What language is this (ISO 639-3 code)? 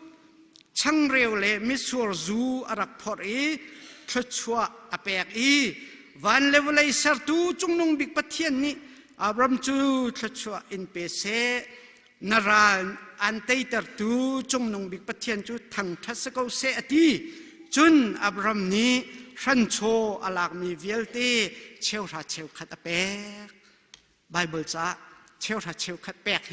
cnh